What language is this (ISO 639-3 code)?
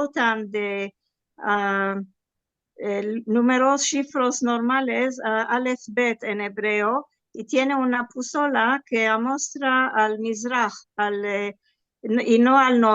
lad